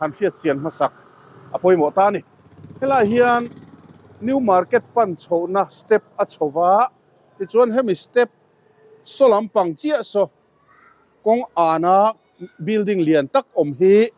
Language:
Mizo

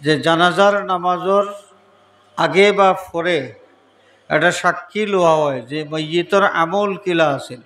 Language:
Sylheti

